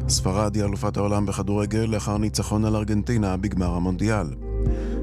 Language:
Hebrew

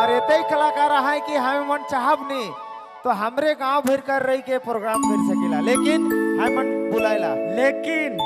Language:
Sadri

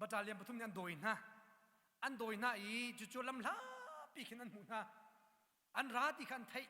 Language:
Hakha Chin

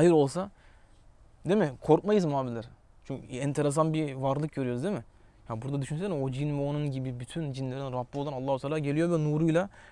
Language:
Turkish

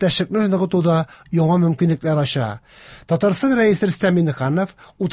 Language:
Tatar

